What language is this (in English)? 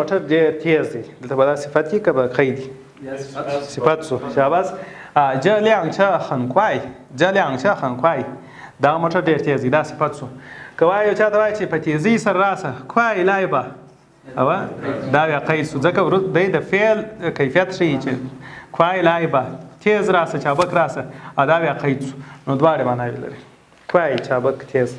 Pashto